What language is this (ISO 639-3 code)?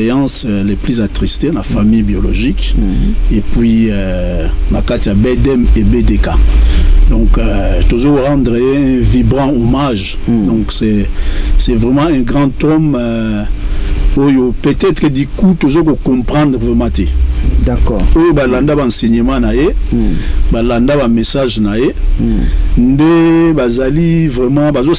lin